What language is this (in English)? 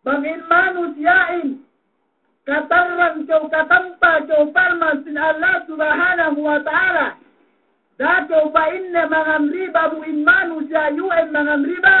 Yakan